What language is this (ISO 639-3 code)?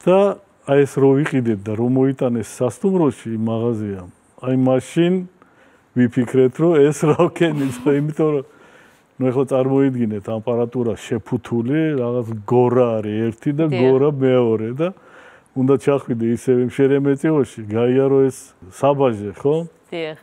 kat